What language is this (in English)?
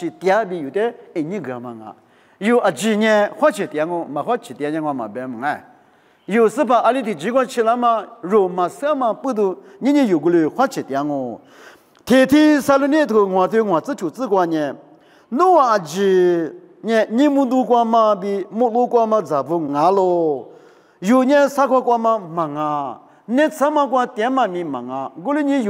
Lisu